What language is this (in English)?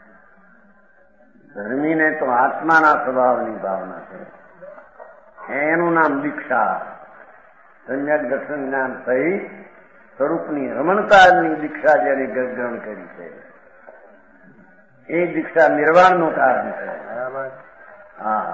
Gujarati